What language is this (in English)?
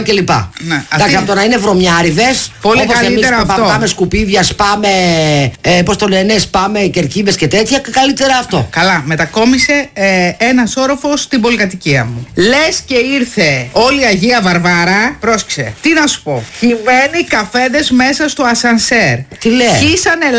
Greek